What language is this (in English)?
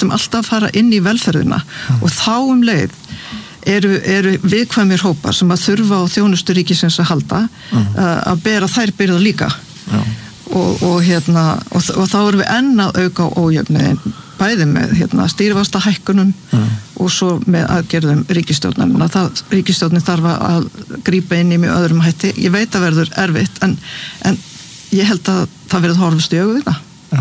Icelandic